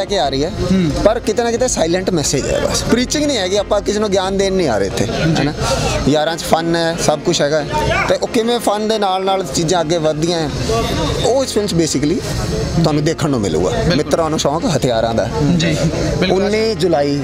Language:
Punjabi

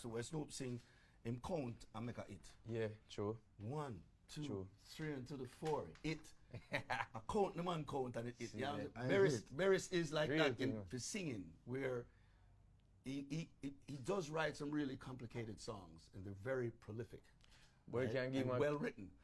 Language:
Jamaican Creole English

